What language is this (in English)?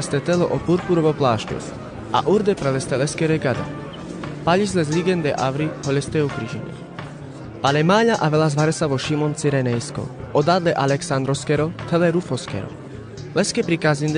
Carpathian Romani